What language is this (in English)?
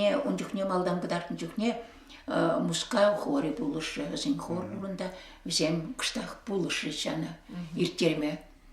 Chuvash